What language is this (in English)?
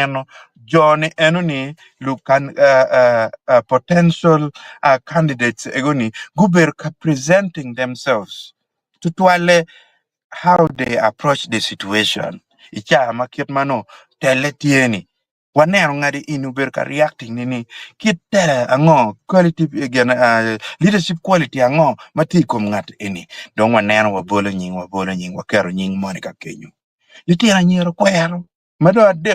Acoli